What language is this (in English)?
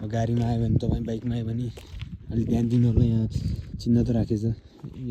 Nepali